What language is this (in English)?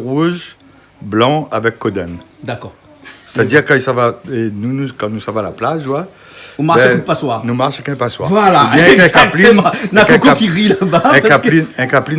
Réunion Creole French